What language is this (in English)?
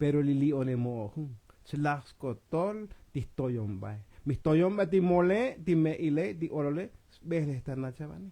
Tzotzil